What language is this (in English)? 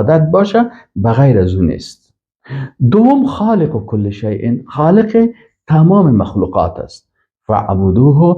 Persian